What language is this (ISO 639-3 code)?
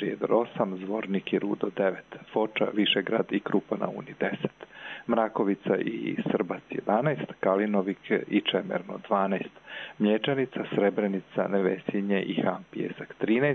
srp